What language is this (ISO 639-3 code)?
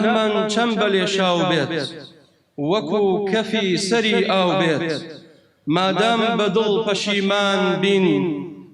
ckb